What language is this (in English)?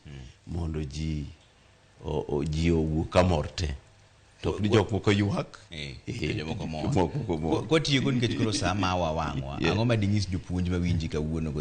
Luo (Kenya and Tanzania)